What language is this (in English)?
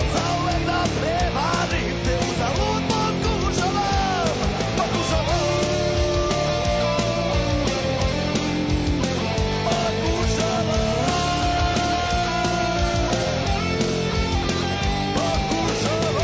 Serbian